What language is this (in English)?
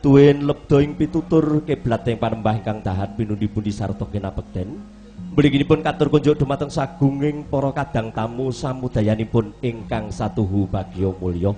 Javanese